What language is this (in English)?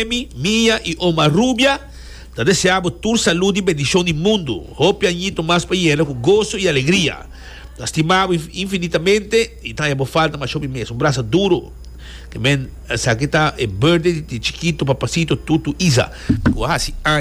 Papiamento